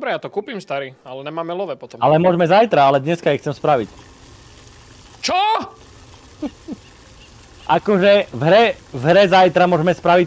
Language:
Slovak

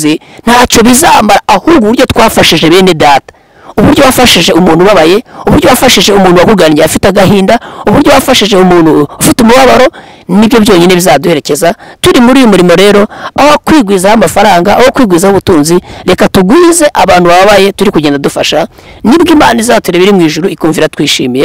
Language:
Kinyarwanda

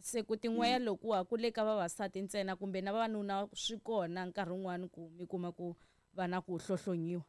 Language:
Tsonga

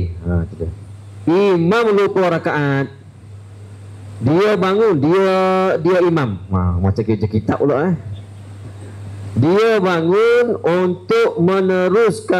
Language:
Malay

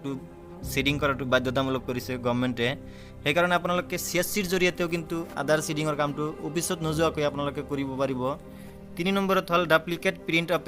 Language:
Assamese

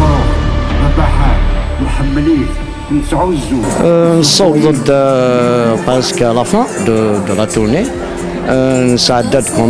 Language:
Kabyle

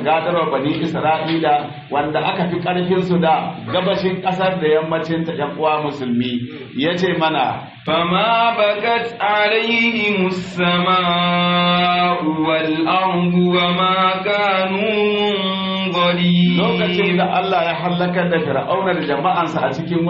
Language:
Hausa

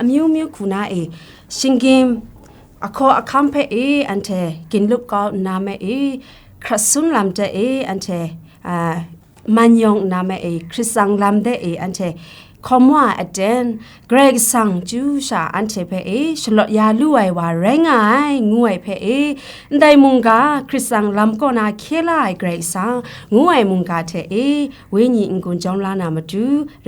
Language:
Kachin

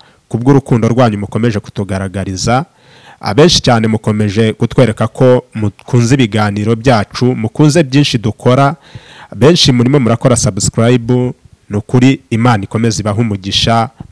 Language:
Kinyarwanda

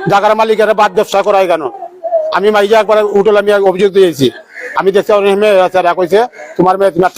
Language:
Sylheti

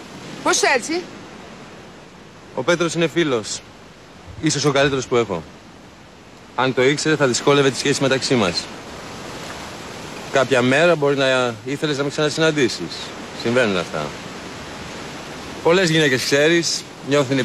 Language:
Greek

